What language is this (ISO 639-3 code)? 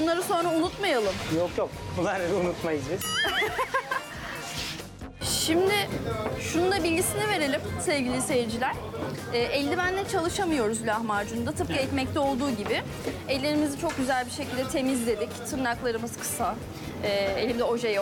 tur